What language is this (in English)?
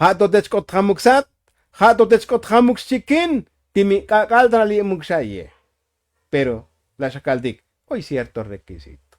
Tzotzil